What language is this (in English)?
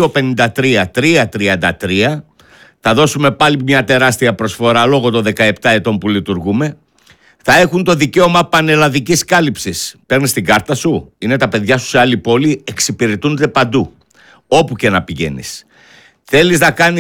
Greek